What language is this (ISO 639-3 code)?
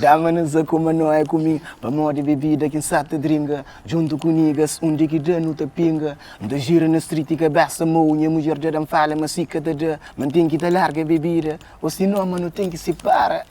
kea